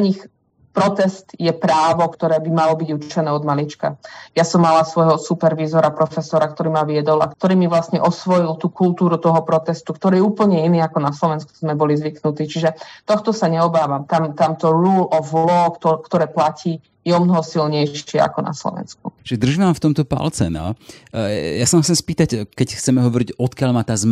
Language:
Slovak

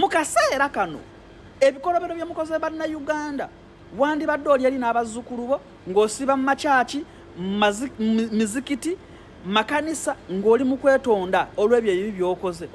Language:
Ganda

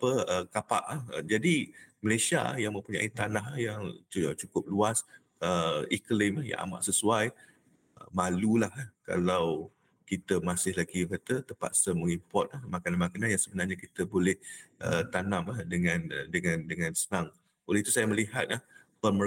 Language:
Malay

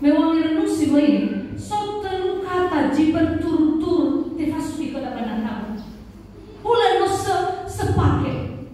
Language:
Nias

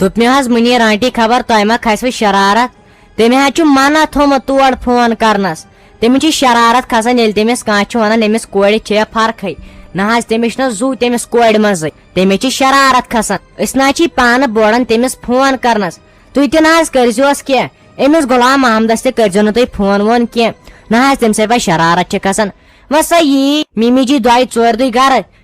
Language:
Kashmiri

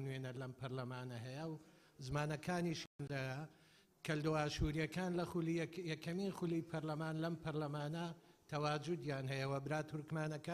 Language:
Central Kurdish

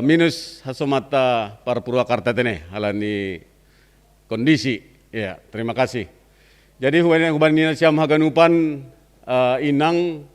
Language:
Batak Simalungun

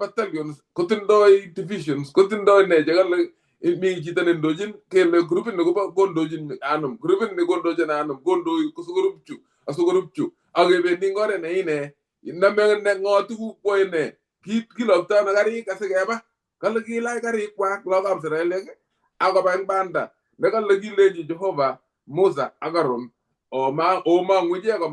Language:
Kalenjin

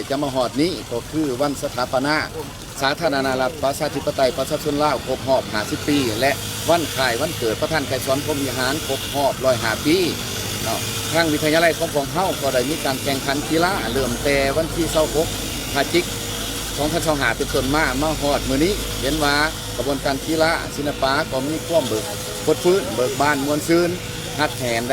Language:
Lao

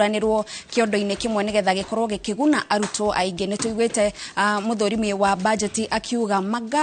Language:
Kikuyu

